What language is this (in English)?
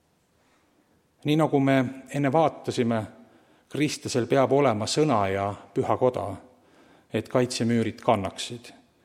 Estonian